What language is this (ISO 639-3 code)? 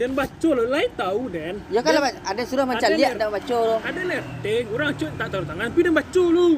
min